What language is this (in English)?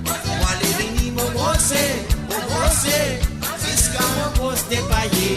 Morisyen